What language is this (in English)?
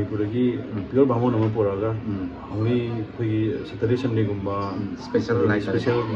Manipuri